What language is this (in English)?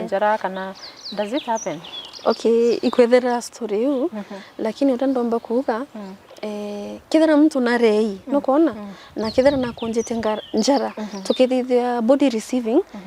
Meru